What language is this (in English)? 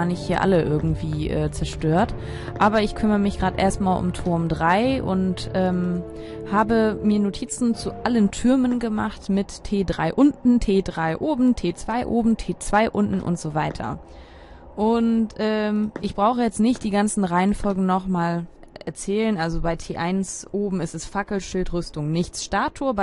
German